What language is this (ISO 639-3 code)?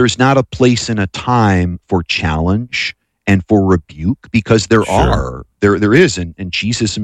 eng